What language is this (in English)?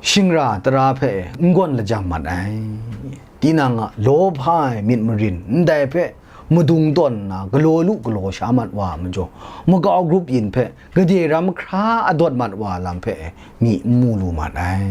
Kachin